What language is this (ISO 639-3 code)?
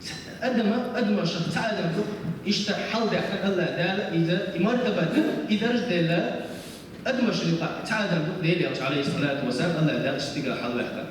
che